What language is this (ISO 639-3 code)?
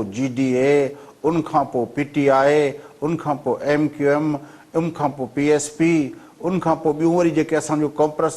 snd